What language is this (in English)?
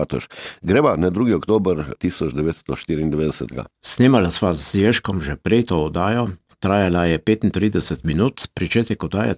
Slovenian